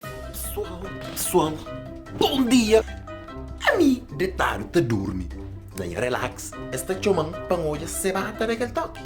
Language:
Kabuverdianu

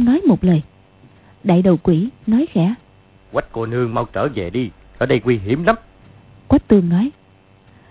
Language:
Vietnamese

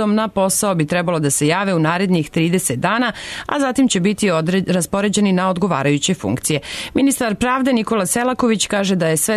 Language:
Serbian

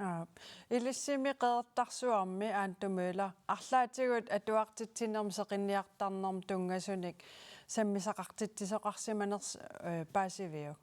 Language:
Kalaallisut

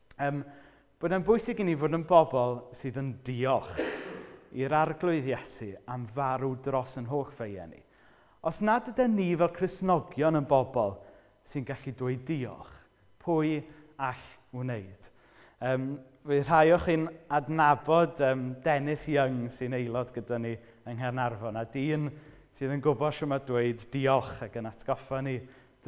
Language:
Welsh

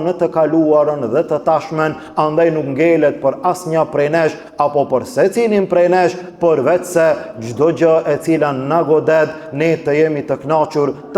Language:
Albanian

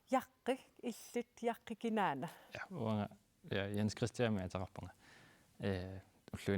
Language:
Kalaallisut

